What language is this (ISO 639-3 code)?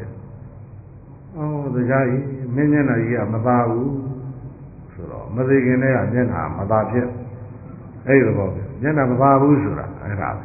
mya